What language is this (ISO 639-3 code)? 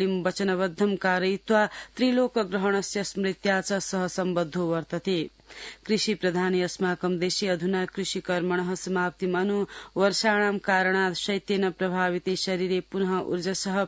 san